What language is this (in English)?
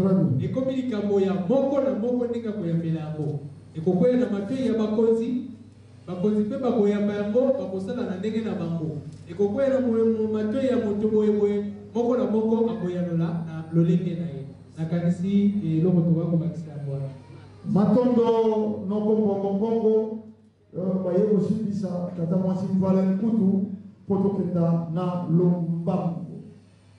Lingala